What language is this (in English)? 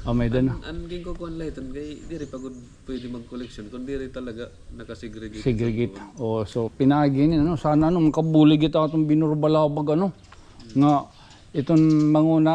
Waray